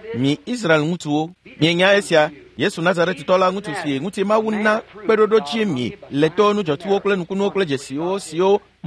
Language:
Ewe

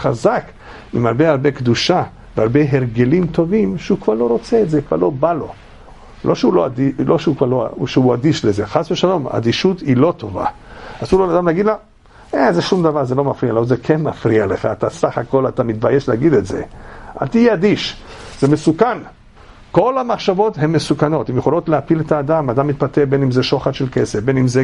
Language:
Hebrew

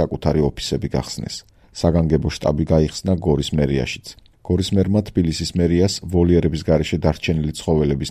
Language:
Georgian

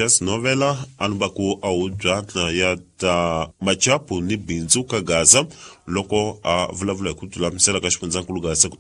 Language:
Tsonga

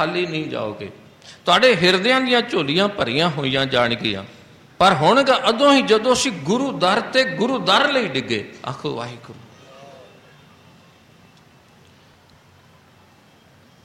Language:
Punjabi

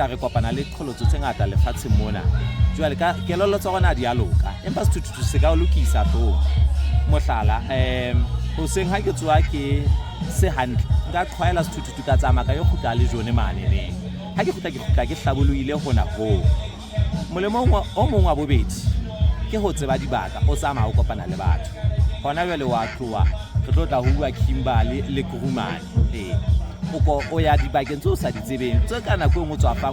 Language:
Southern Sotho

